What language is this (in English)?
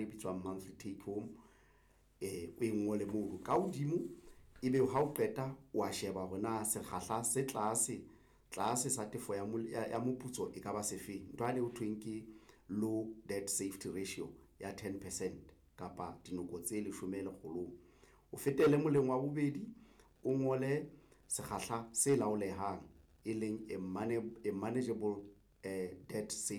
Southern Sotho